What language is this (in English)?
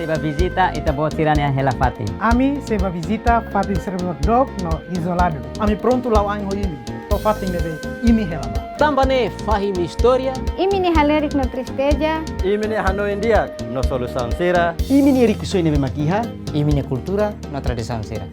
Tetum